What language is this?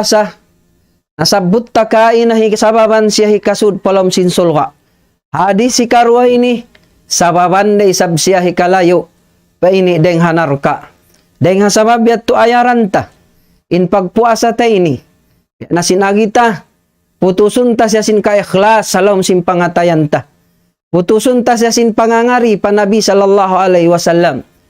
Tausug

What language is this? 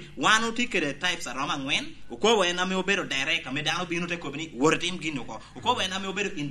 Lango (Uganda)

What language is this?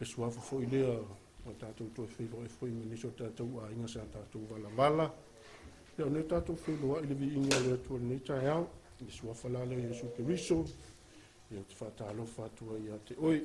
Samoan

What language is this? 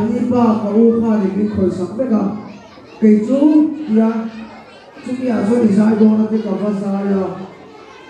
Mizo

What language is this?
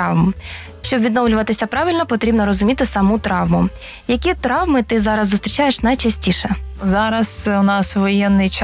Ukrainian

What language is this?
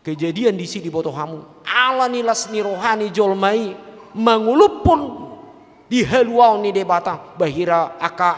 Batak Toba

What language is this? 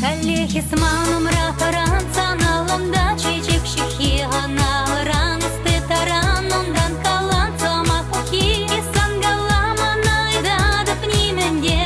Chuvash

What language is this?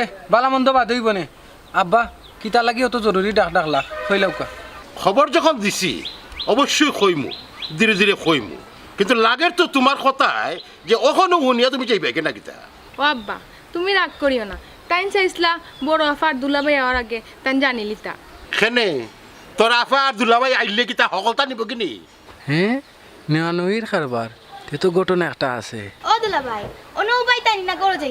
Sylheti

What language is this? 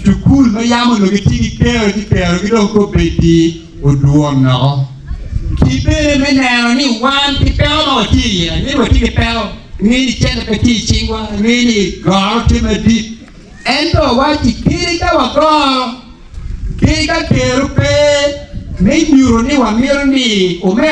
Acoli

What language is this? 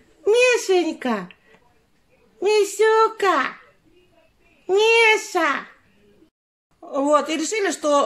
Russian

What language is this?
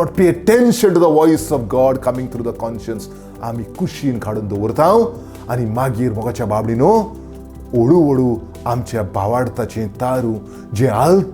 Konkani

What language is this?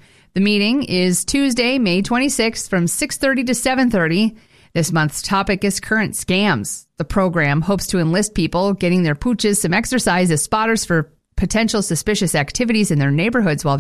English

